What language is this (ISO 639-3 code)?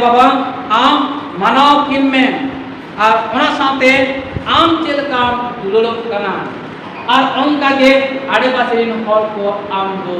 sat